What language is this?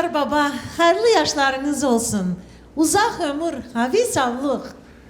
Crimean Tatar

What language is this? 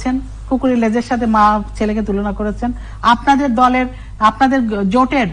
Bangla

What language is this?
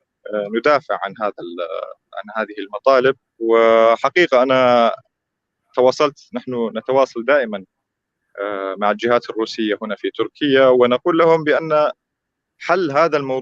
North Levantine Arabic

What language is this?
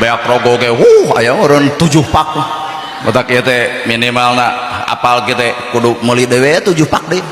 Sundanese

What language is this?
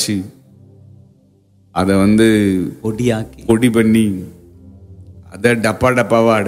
Tamil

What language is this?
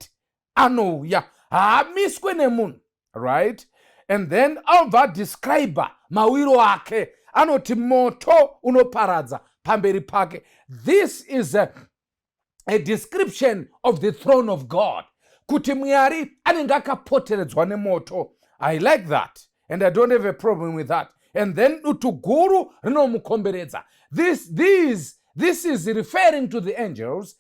Shona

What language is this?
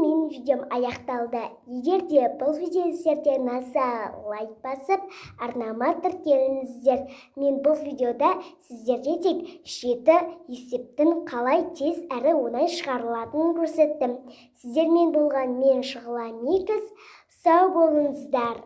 Kazakh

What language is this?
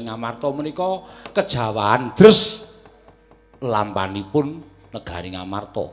Javanese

